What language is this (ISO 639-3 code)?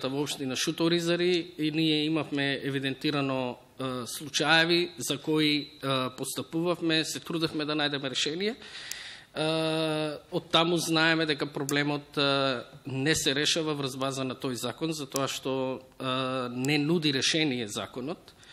mkd